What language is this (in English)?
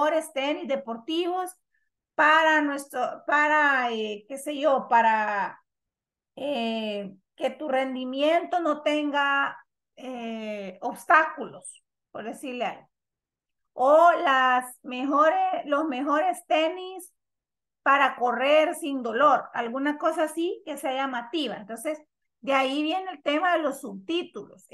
Spanish